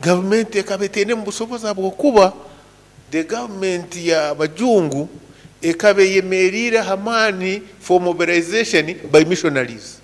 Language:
Nyankole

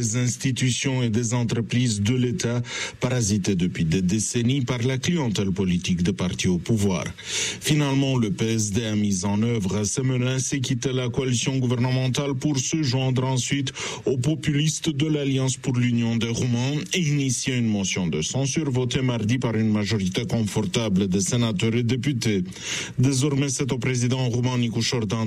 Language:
French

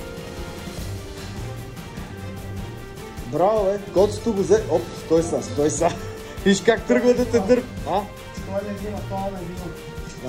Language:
Bulgarian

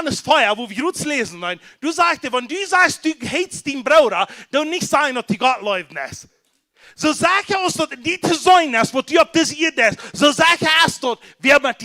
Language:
Plautdietsch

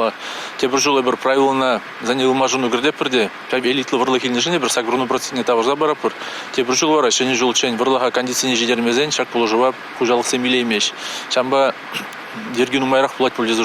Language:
Chuvash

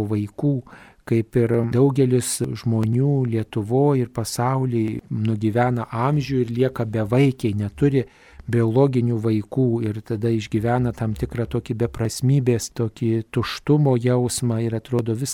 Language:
Lithuanian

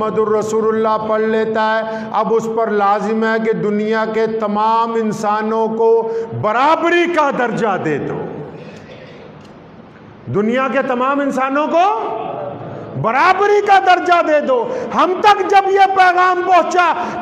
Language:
Urdu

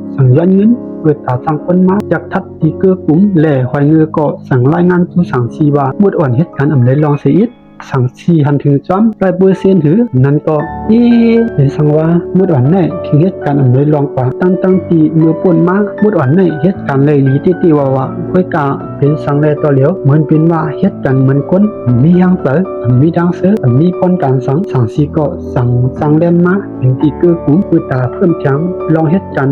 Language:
Shan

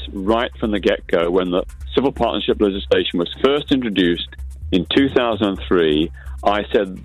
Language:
English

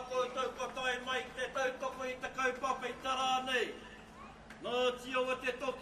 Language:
Māori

